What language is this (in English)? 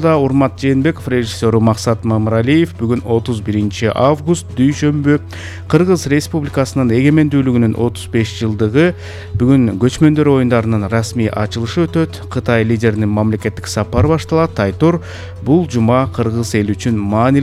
Kyrgyz